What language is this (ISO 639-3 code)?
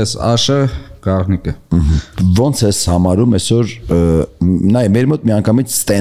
hye